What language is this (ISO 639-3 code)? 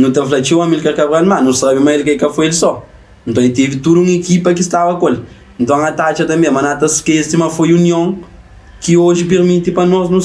kea